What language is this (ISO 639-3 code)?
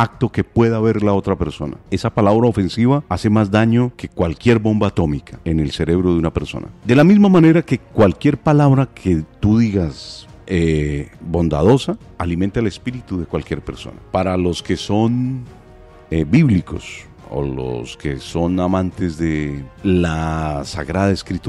spa